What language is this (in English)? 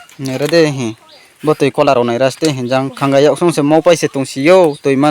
Riang (India)